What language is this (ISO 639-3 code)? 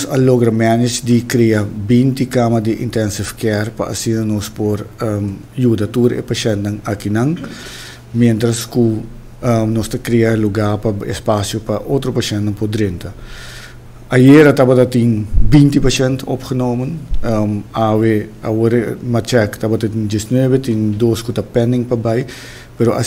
pap